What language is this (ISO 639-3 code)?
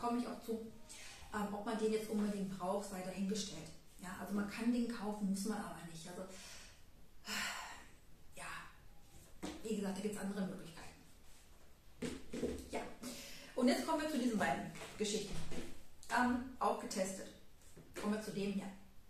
deu